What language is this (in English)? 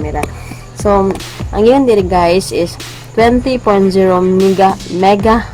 Cebuano